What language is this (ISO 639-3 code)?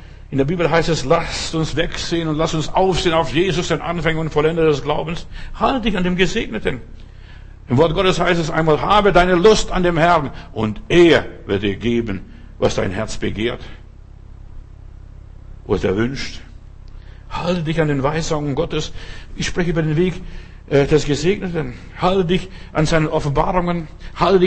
deu